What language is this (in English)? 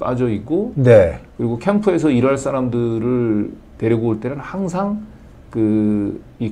Korean